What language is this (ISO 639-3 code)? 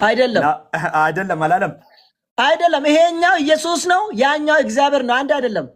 amh